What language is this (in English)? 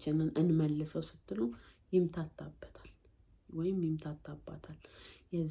Amharic